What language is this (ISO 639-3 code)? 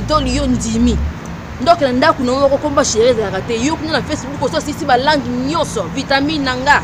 lin